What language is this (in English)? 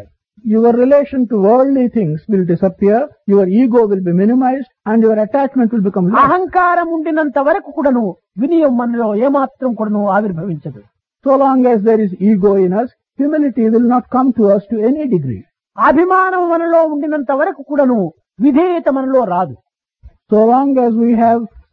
Telugu